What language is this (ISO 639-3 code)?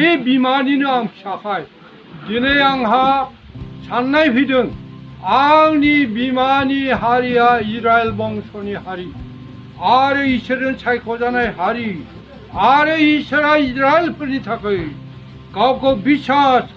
brx